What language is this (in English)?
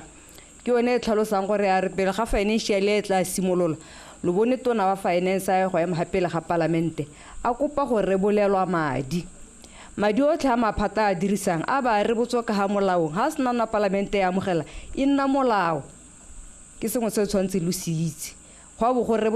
Tswana